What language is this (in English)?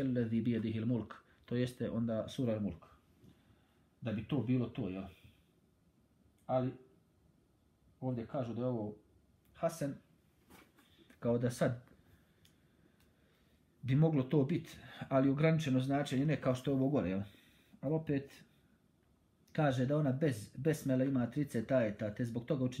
Bosnian